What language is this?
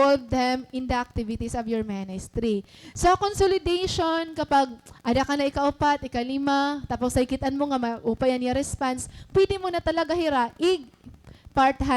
Waray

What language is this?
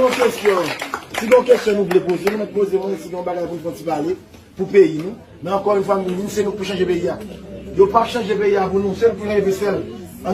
Haitian Creole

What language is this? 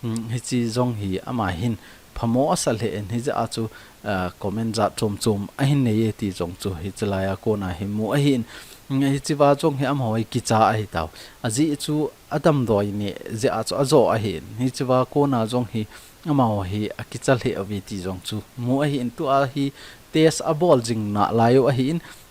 Thado Chin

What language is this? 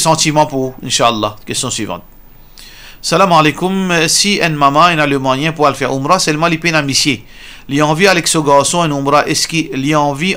Morisyen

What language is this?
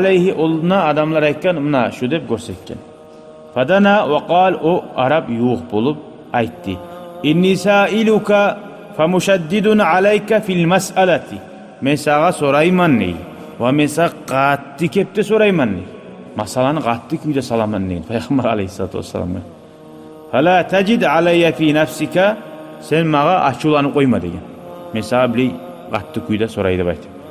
Kumyk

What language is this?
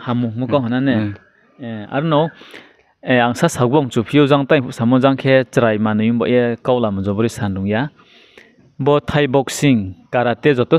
Riang (India)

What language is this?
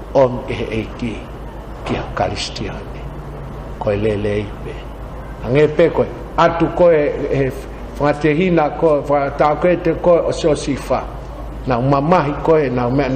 Tongan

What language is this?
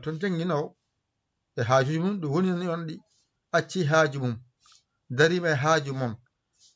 Fula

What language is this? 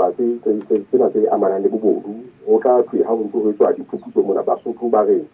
Southern Sotho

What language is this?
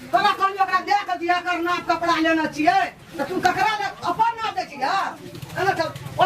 Maithili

